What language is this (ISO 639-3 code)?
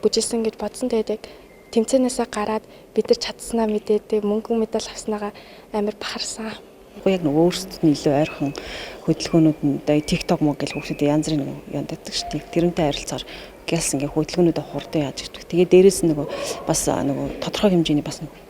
mon